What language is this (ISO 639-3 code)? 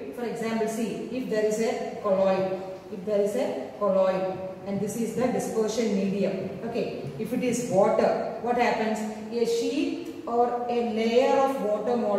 eng